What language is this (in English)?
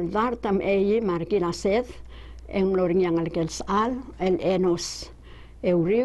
Palauan